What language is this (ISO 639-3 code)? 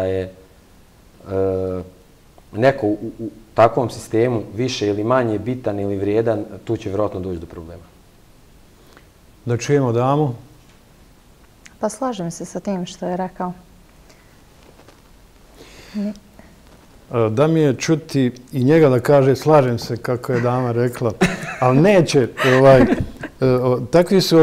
bos